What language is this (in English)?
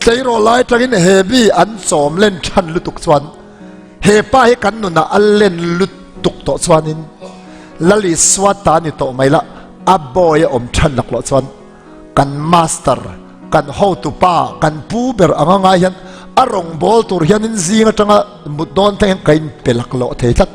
Mizo